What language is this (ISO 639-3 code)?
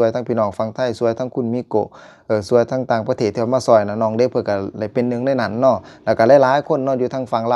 lao